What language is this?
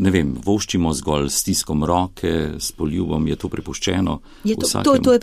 Slovenian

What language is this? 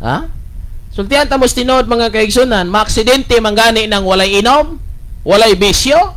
Cebuano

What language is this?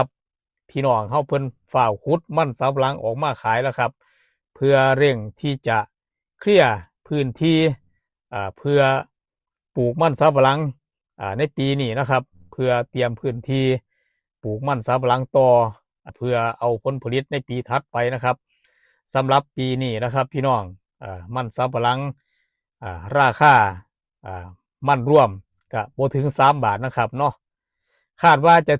Northeastern Thai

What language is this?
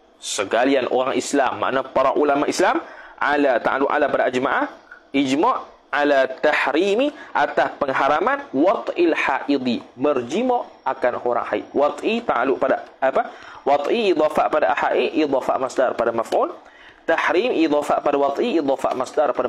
Malay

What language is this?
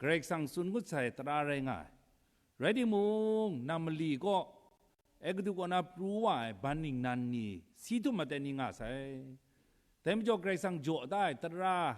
Kachin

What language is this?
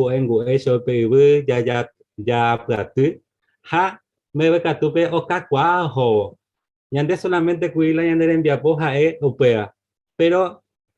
Guarani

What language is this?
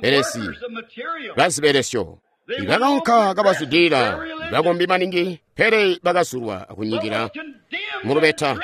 Tonga (Zambia)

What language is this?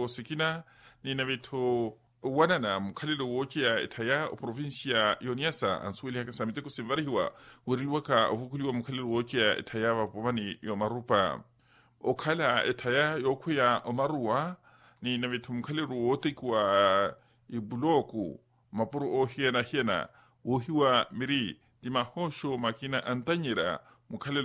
Makhuwa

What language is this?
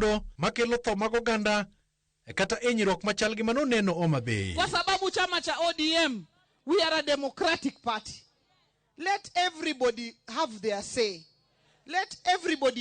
Luo (Kenya and Tanzania)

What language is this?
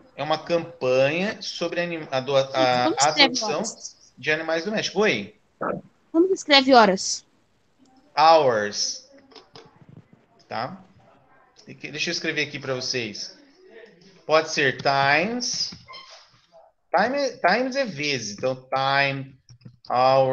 Portuguese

